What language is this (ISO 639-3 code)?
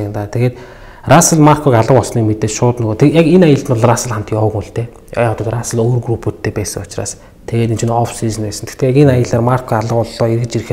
mon